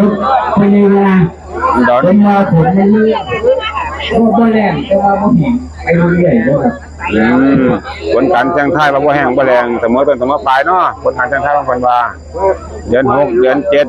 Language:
Northeastern Thai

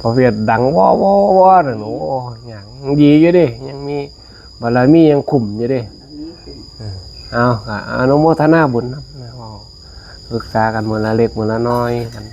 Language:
Northeastern Thai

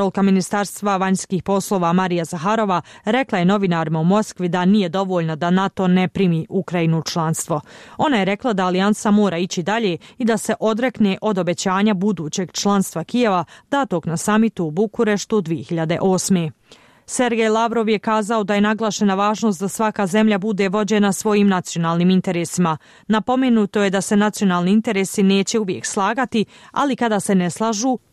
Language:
Bosnian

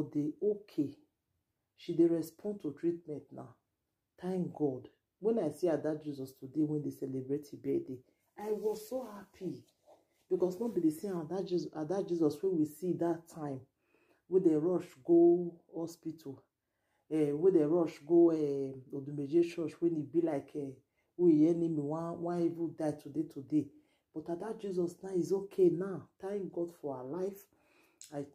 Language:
Nigerian Pidgin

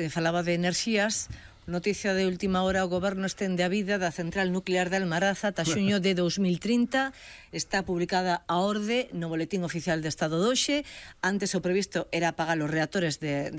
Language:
Galician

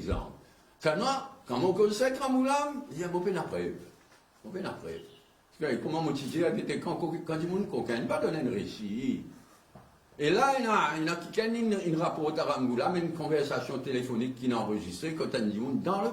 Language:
Morisyen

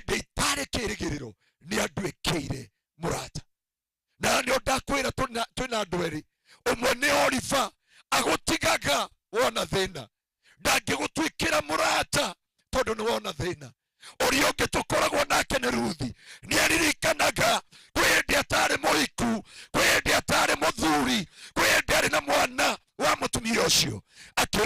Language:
Kikuyu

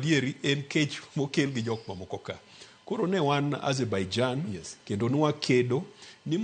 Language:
Luo (Kenya and Tanzania)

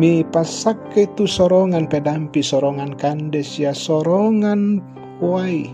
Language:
Toraja-Sa'dan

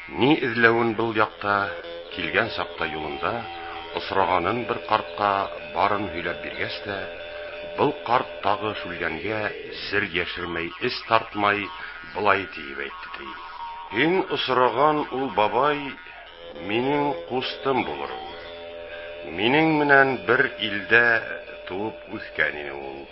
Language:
Bashkir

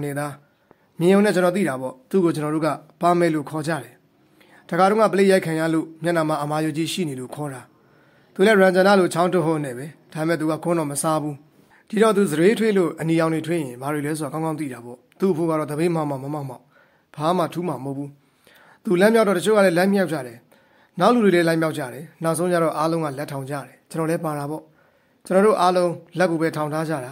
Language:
Burmese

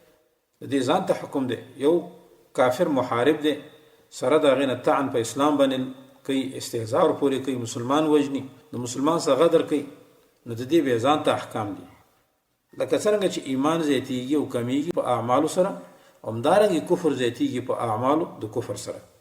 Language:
Pashto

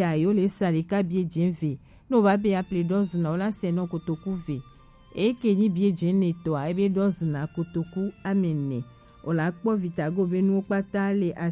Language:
Gen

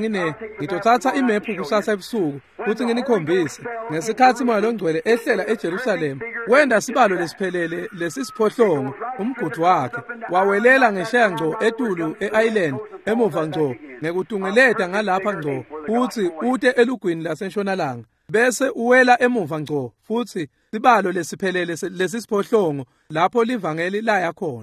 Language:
Swati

